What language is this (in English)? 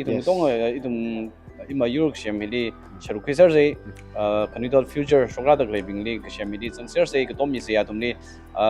Tangkhul Naga (India)